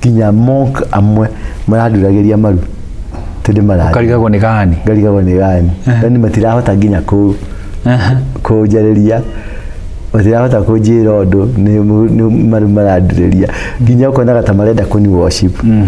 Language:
Kikuyu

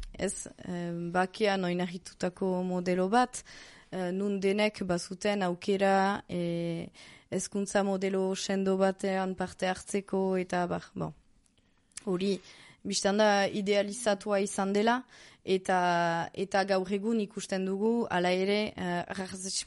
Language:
Basque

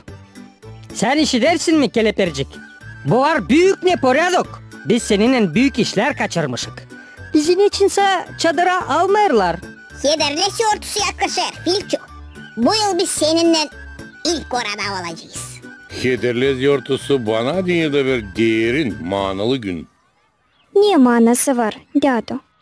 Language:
Gagauz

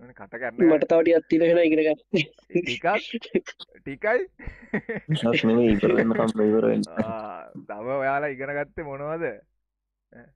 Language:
Sinhala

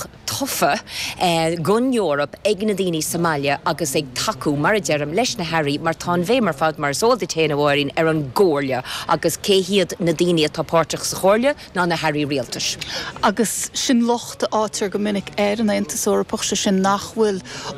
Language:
Irish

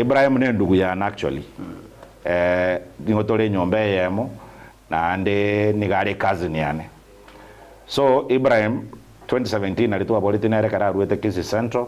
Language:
Gusii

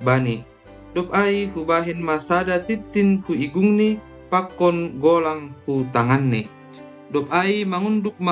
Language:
Batak Simalungun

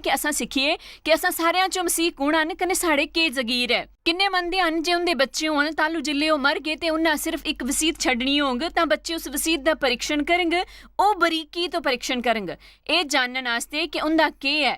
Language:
Dogri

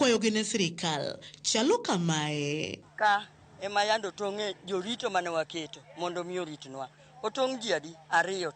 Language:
Luo (Kenya and Tanzania)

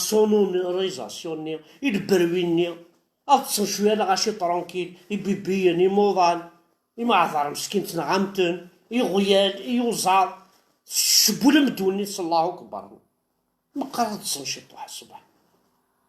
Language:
Kabyle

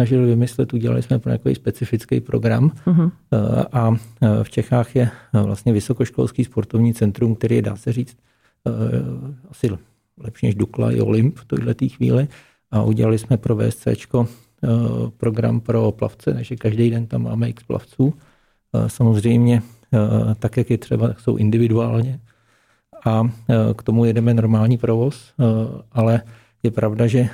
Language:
Czech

